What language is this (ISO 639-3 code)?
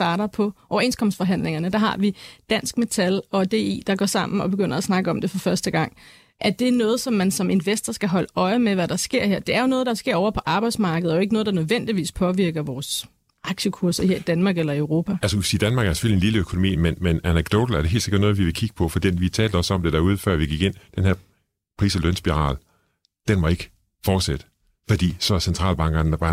dan